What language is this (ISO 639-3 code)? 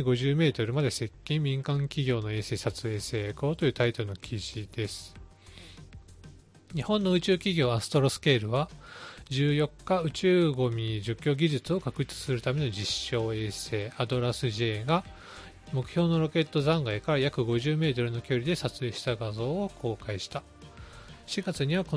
jpn